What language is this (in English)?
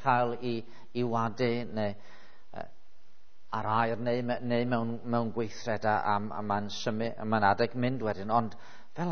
Welsh